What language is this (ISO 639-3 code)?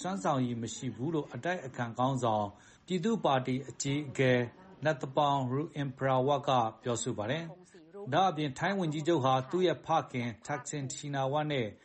mya